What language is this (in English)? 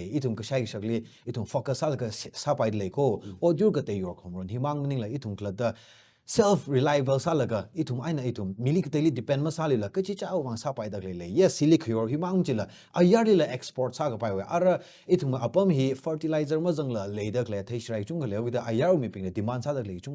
Tangkhul Naga (India)